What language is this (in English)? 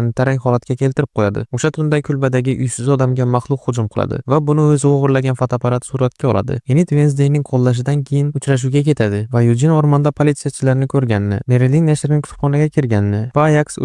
Uzbek